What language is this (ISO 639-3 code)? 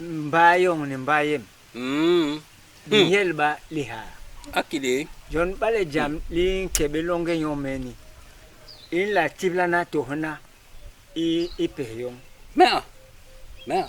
bas